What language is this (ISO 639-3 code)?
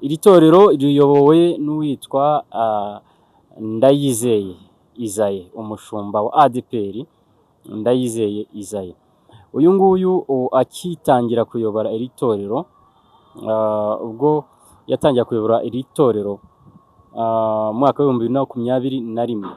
kin